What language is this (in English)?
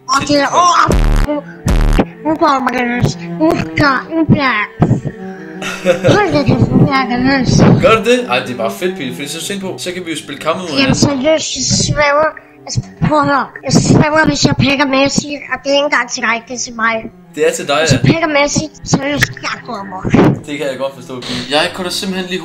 Danish